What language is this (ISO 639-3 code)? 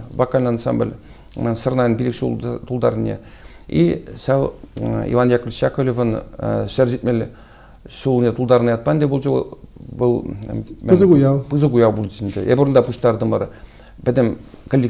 chv